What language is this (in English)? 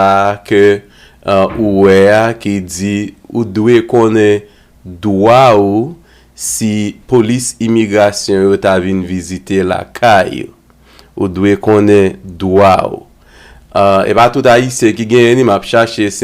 Haitian Creole